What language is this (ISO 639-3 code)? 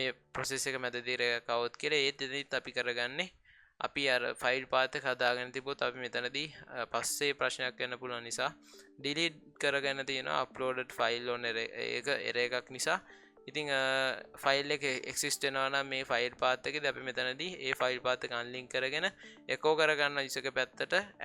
sin